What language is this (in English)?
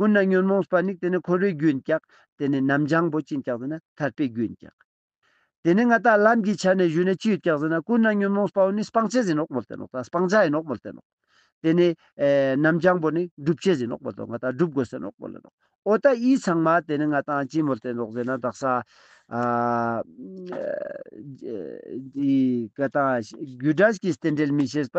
Ladakhi